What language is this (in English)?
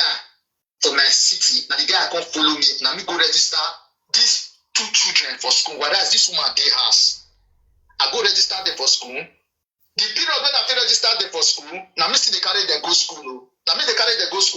Nigerian Pidgin